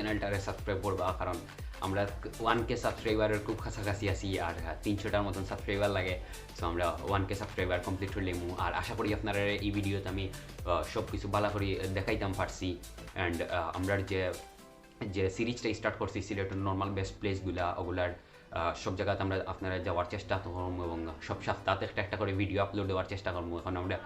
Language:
Sylheti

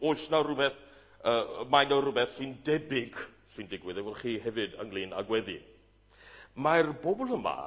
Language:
Welsh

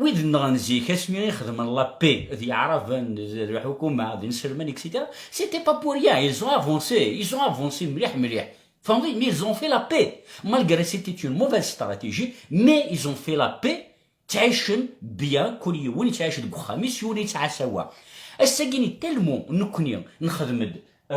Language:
Kabyle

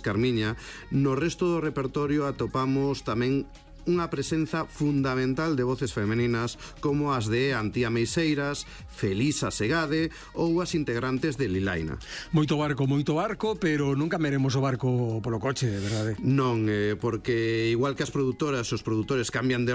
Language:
Galician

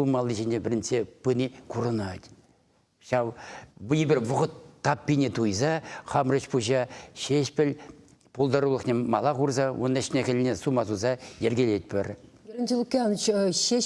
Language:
Chuvash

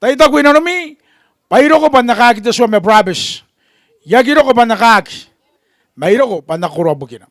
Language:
Gilbertese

